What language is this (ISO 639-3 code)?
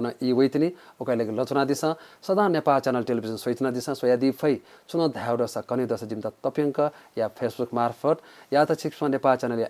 new